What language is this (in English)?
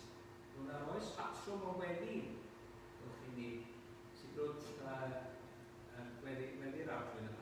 Welsh